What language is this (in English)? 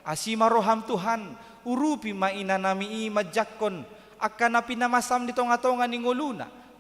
Batak Toba